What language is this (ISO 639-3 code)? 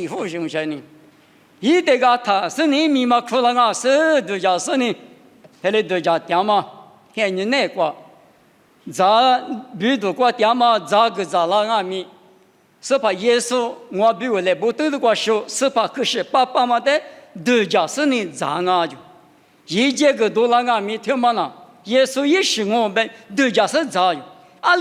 lis